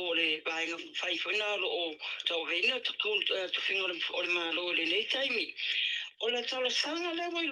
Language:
Samoan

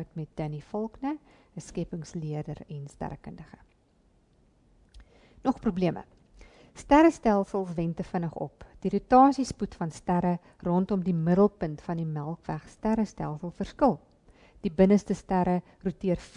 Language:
Afrikaans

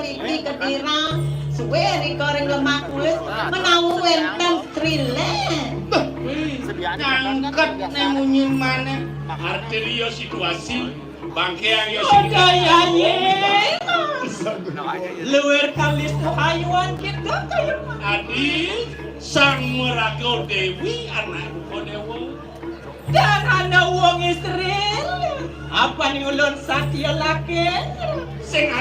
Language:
Balinese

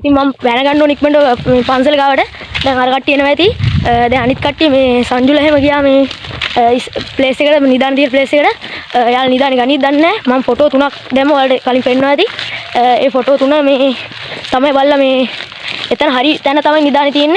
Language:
Sinhala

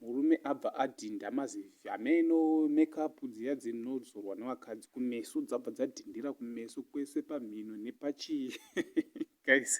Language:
Shona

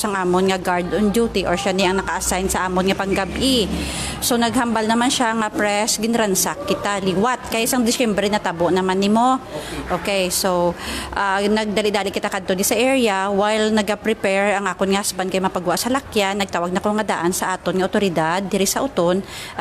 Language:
Hiligaynon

